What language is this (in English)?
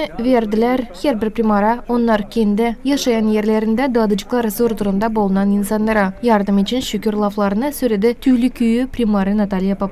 Gagauz